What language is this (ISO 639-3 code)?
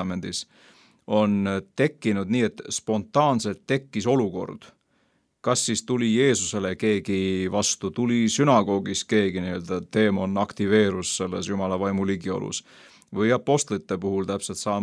est